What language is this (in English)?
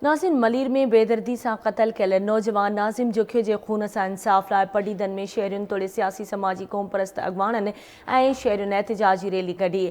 Sindhi